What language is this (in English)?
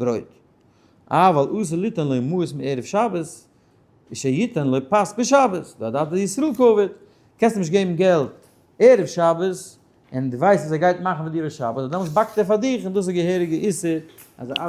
Yiddish